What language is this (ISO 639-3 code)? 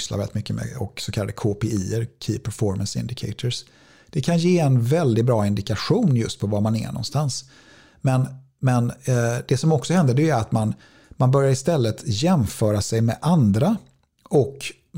swe